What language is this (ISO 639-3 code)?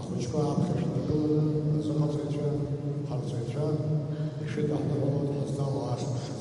abk